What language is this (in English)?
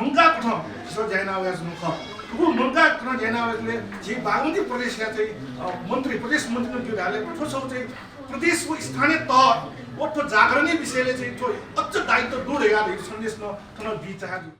Newari